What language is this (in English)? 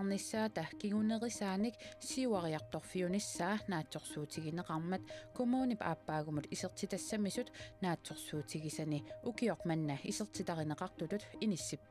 Kalaallisut